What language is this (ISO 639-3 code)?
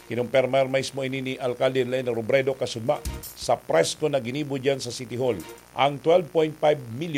bik